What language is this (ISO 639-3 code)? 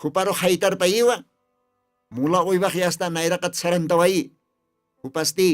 aym